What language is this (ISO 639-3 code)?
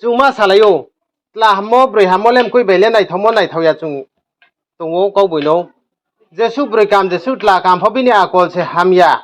ria